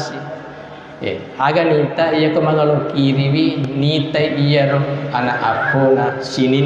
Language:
Buginese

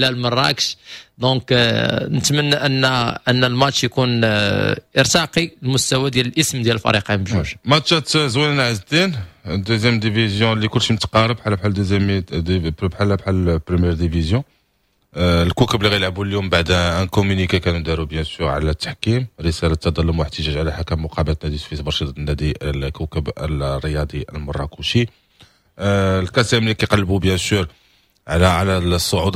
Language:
Moroccan Arabic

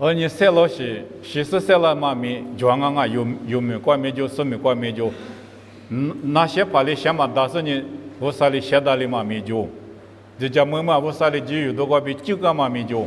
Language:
Lisu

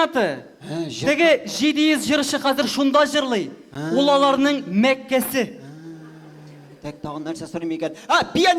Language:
Tatar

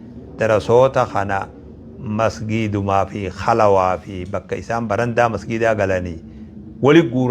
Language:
Oromo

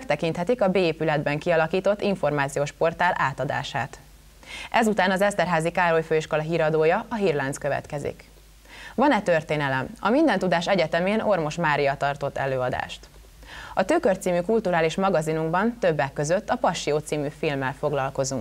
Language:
Hungarian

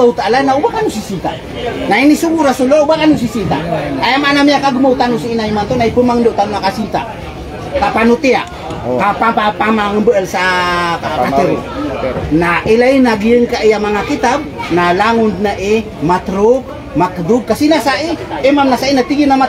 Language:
Maranao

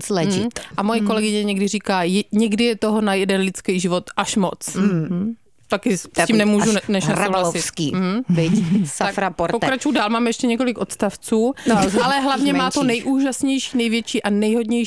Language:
Czech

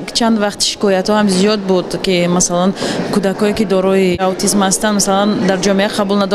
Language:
Tajik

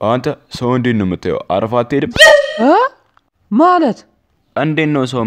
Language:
Amharic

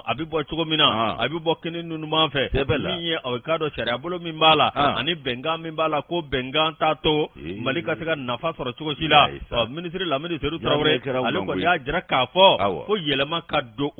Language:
Bambara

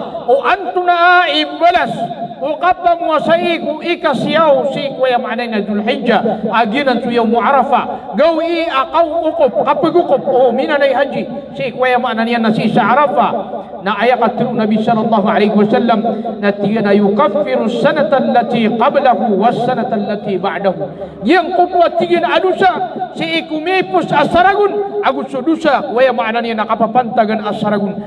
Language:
Maranao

